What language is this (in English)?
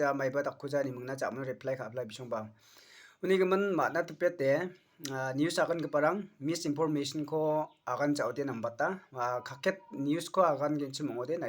Garo